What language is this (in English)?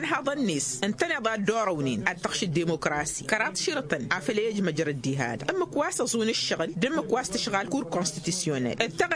Tamasheq